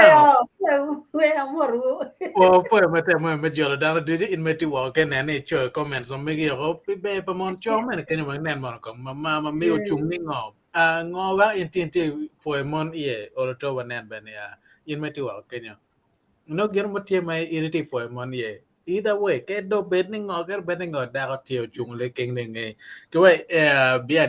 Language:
Acoli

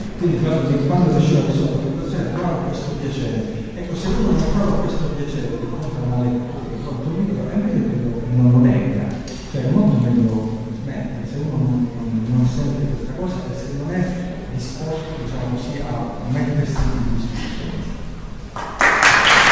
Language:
Italian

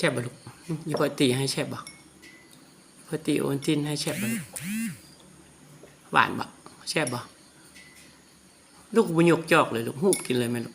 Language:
Lao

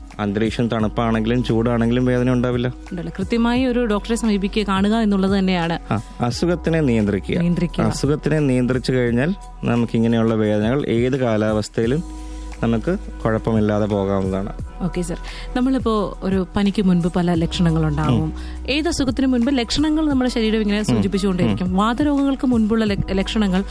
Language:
Malayalam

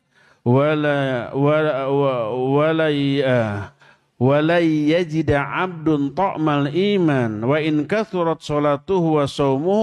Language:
Indonesian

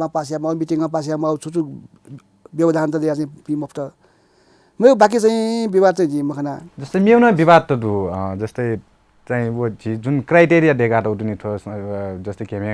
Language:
Newari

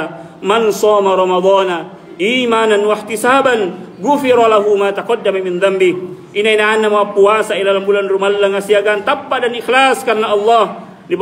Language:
Makasar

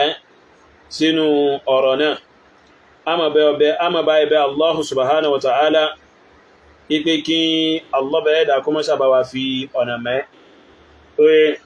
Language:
Yoruba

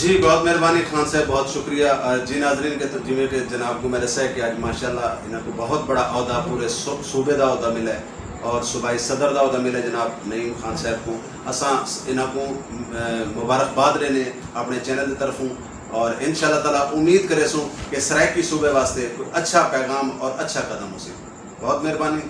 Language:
Saraiki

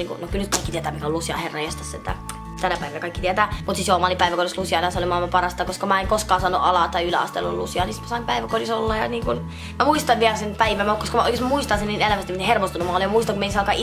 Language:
Finnish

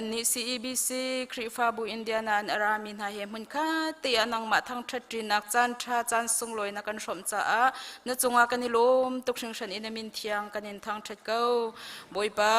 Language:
Hakha Chin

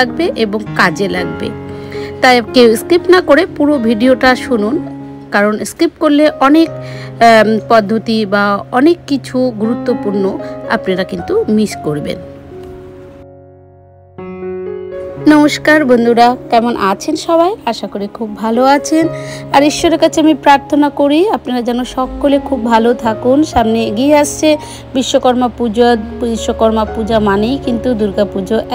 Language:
Bangla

